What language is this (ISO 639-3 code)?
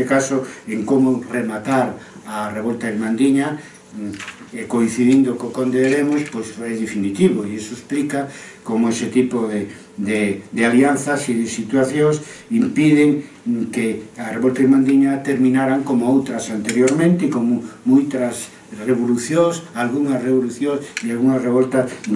glg